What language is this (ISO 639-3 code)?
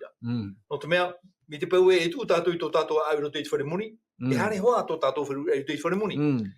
tah